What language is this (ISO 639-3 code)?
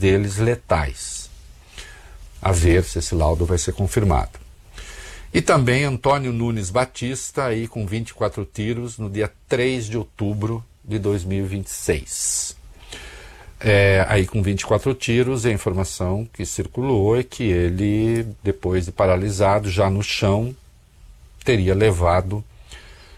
por